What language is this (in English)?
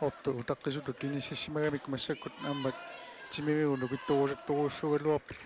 Kalaallisut